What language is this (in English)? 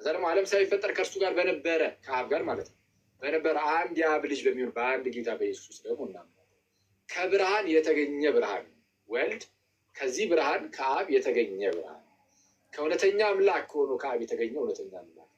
Amharic